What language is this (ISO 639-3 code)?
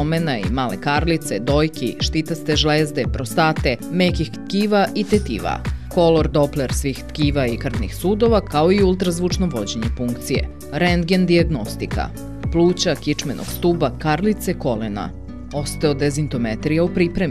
srp